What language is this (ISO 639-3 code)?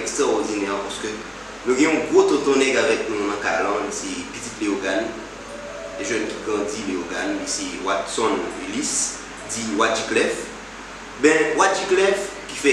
hat